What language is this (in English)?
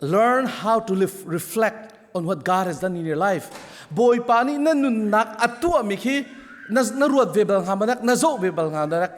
Hakha Chin